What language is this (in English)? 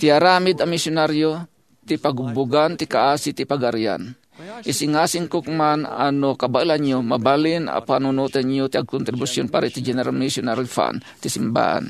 Iloko